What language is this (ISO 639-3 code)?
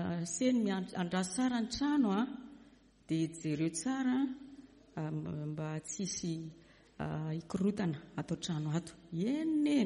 mlg